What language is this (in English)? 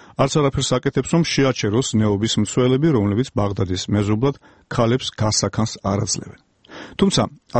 Georgian